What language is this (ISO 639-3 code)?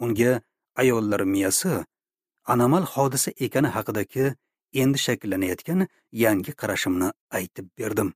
uzb